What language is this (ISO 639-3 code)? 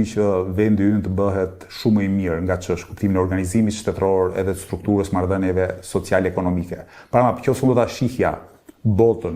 sqi